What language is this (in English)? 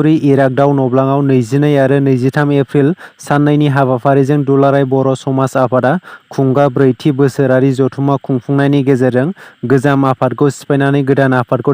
Bodo